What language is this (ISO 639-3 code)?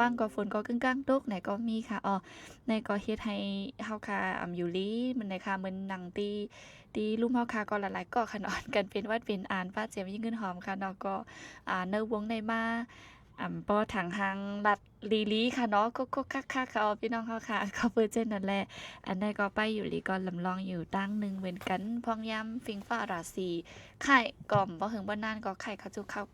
shn